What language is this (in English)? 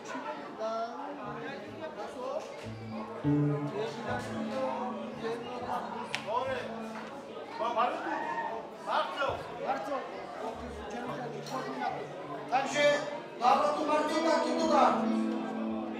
Slovak